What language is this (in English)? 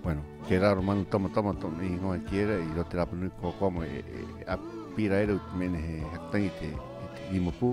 Rapanui